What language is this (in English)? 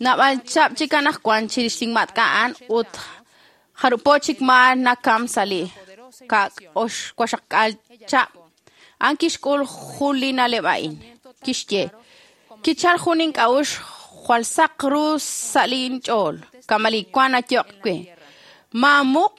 Kekchí